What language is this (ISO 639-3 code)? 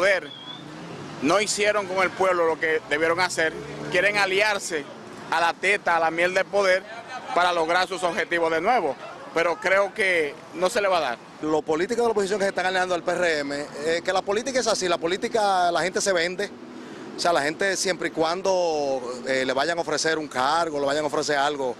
spa